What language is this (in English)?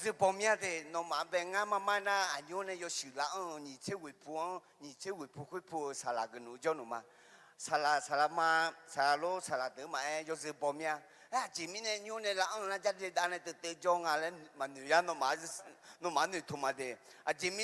Akha